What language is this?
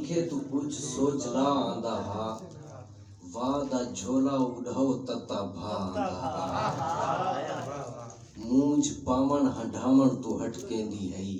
Saraiki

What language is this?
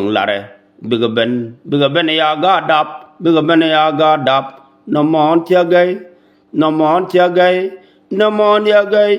Nuer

